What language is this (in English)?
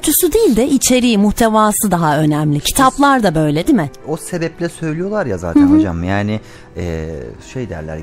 Turkish